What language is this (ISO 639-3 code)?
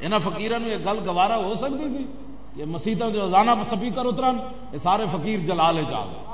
lah